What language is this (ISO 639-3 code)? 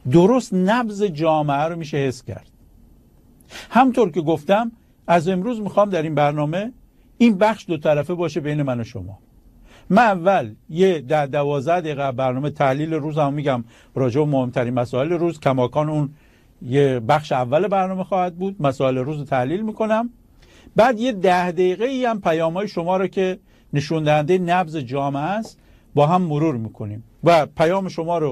fas